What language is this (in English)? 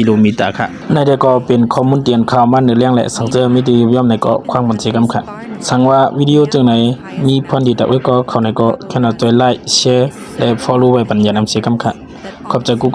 Shan